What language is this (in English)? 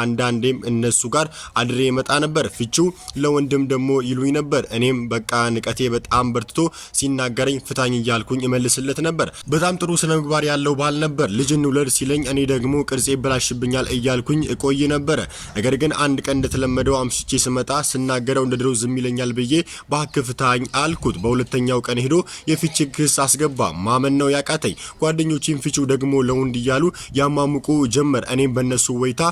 Amharic